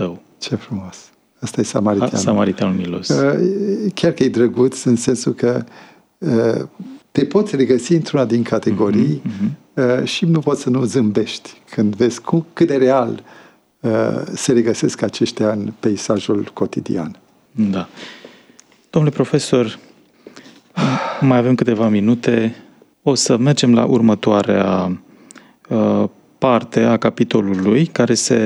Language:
Romanian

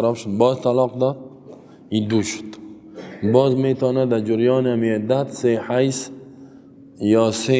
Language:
Persian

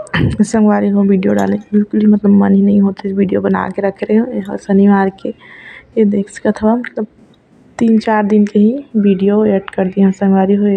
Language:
Chhattisgarhi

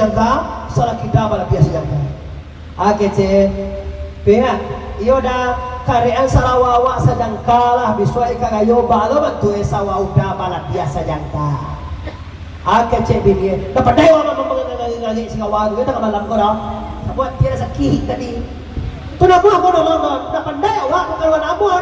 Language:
Minangkabau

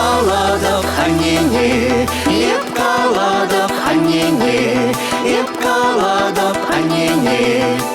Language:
Chuvash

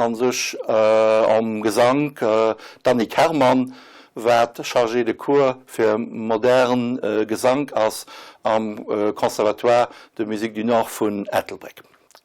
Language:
Luxembourgish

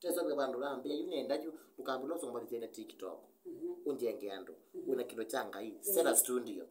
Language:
Kamba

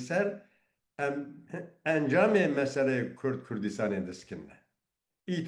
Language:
Kurdish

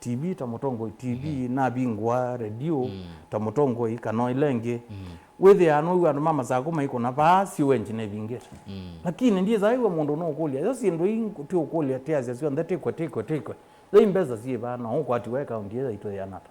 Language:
Kamba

